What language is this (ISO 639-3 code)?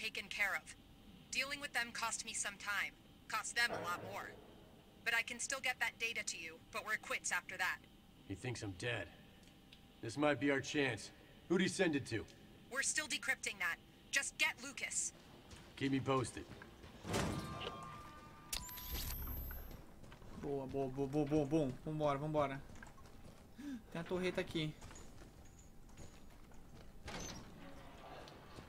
por